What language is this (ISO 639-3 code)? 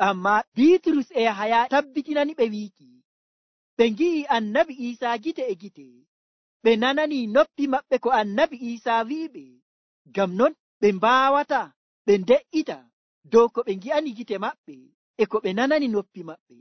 fuv